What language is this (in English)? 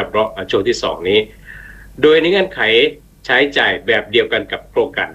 Thai